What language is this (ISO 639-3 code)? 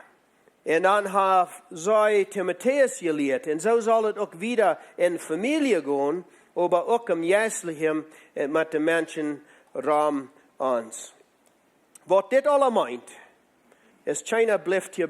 pdt